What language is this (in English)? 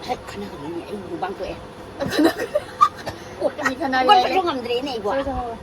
Manipuri